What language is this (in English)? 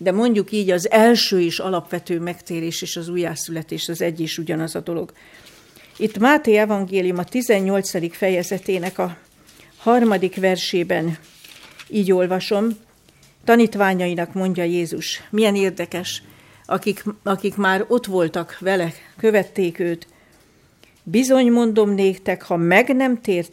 Hungarian